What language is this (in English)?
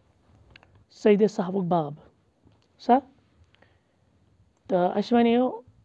Kashmiri